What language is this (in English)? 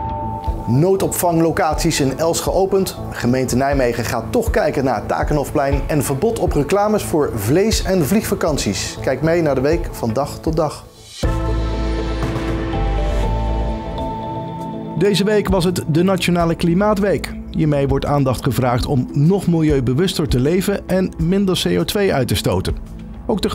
Dutch